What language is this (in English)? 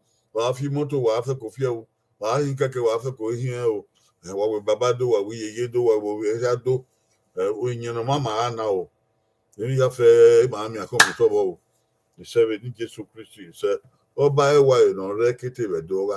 Bini